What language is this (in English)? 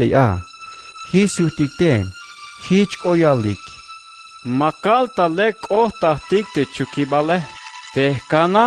Tzeltal